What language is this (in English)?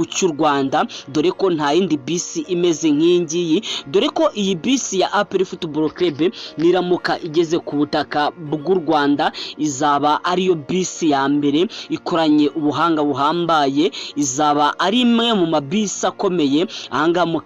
Kinyarwanda